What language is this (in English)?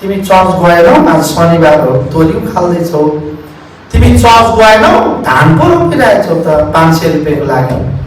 Nepali